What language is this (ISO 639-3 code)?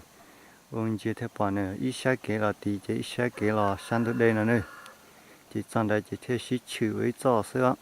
hmn